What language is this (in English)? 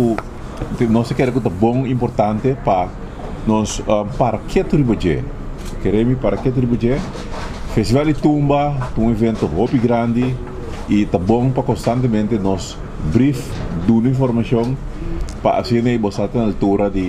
Papiamento